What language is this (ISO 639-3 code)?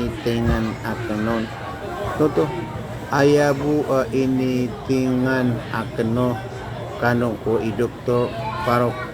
mrw